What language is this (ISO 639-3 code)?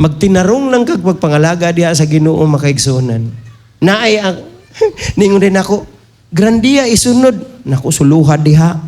ceb